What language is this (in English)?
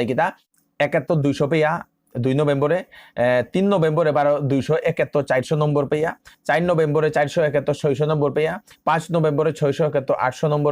Bishnupriya